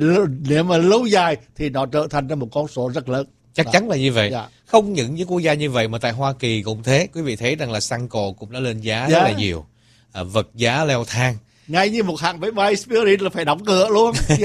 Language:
Vietnamese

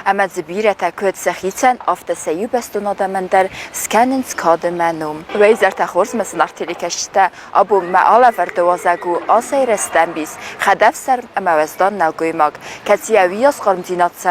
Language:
Ossetic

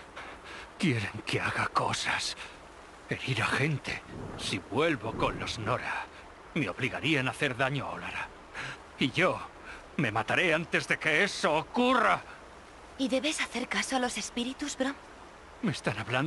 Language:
Spanish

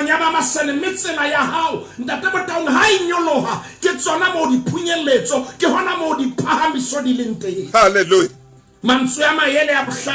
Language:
Southern Sotho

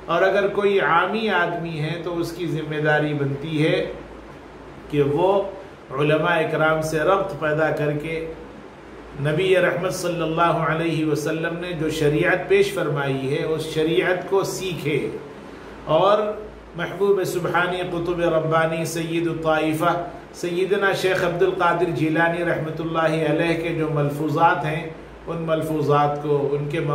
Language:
Urdu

